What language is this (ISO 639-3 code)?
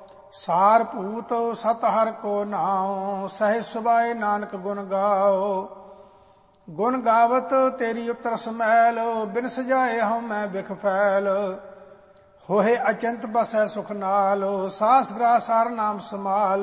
pan